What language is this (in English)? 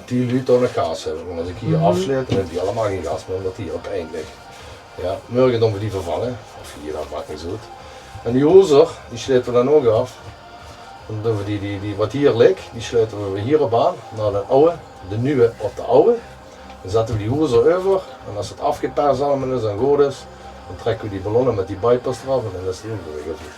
Limburgish